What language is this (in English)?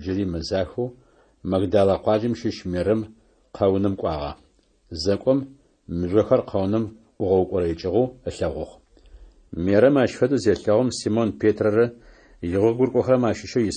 Adyghe